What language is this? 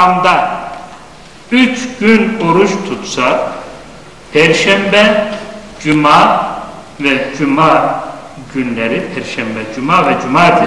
Turkish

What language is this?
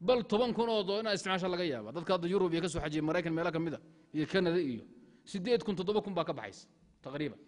Somali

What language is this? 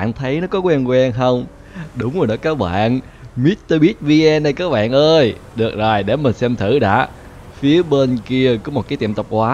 Vietnamese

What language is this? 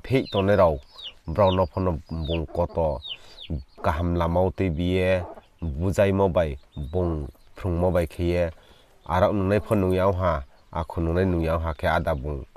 Riang (India)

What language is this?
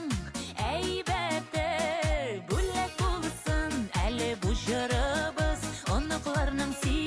Bashkir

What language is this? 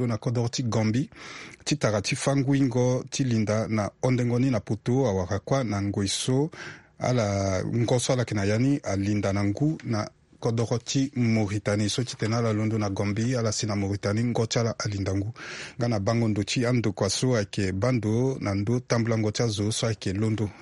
Sango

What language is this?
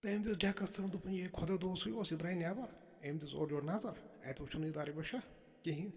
Kashmiri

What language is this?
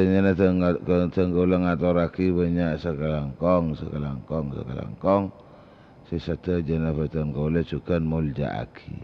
Madurese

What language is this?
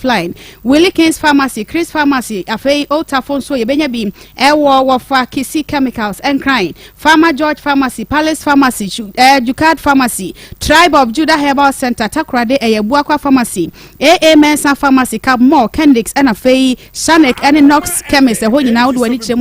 Akan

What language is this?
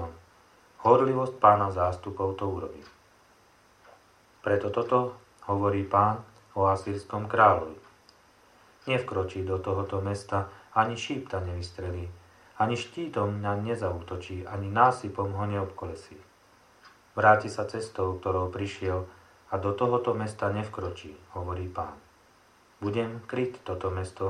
Slovak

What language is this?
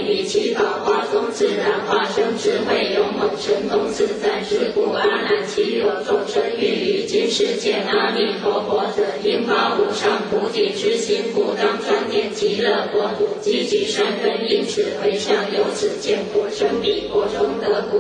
Chinese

